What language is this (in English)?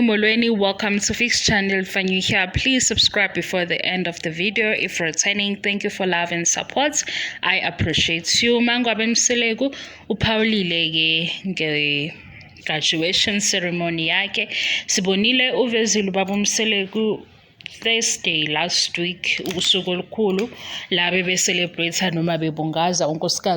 Zulu